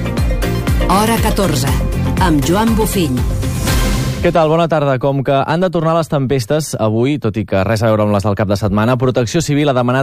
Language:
Catalan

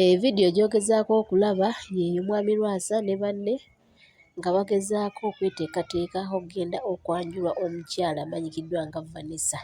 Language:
Ganda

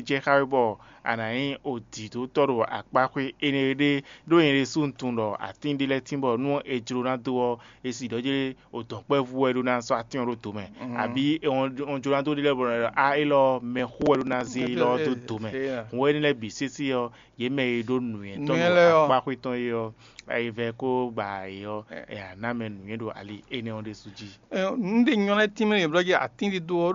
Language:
Fon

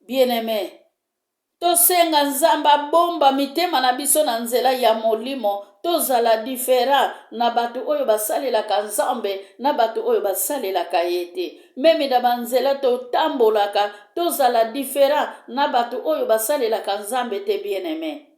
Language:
Lingala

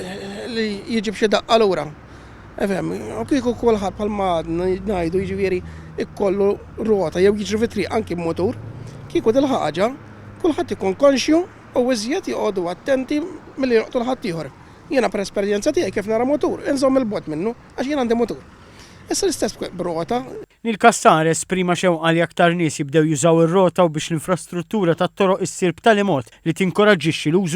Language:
Maltese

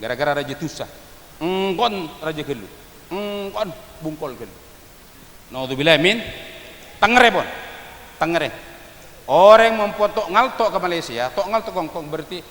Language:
Madurese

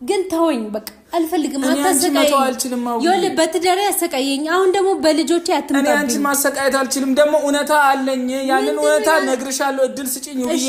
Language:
Amharic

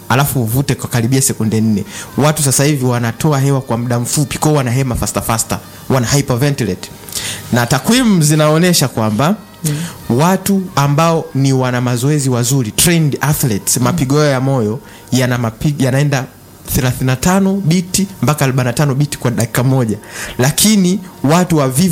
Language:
Swahili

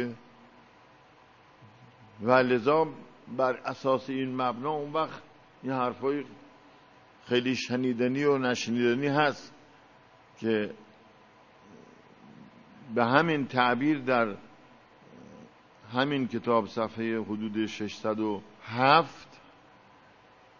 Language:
Persian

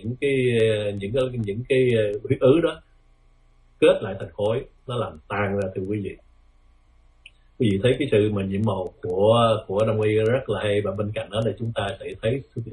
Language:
Vietnamese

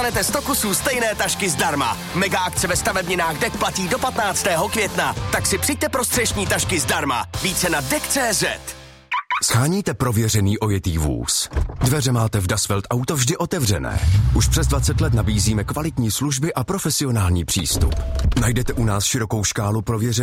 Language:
Czech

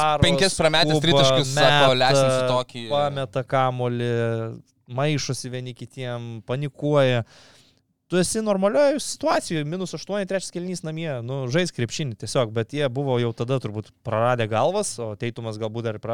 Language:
Lithuanian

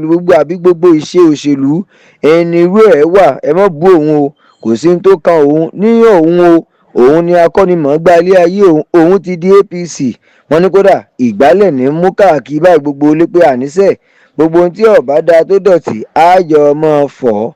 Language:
Yoruba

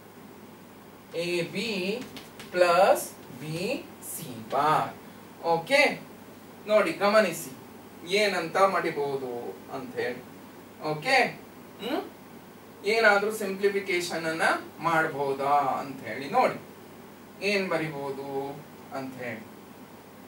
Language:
Kannada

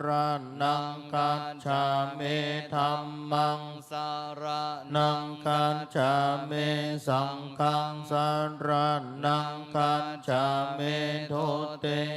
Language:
Pali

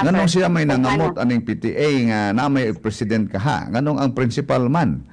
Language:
Cebuano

